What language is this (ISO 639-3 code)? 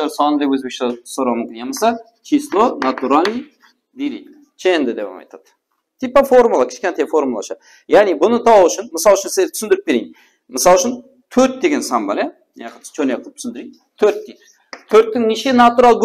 kaa